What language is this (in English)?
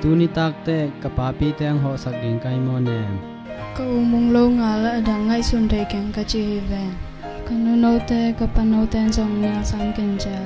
Tedim Chin